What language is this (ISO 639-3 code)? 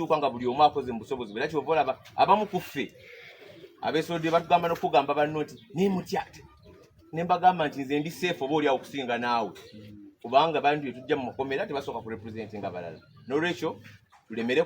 lug